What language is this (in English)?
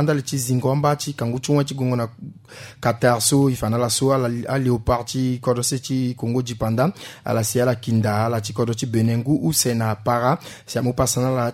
Sango